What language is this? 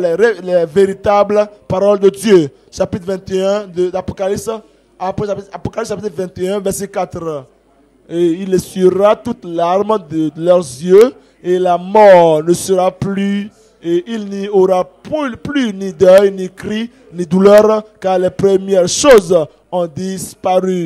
French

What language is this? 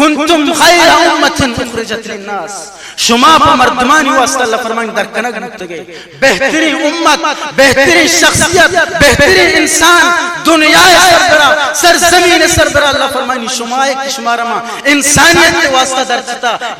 Baluchi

